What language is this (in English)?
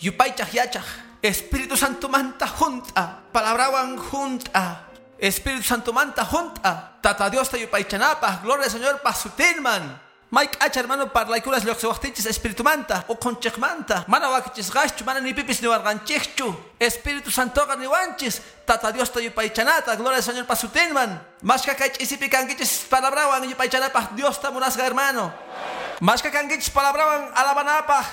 Quechua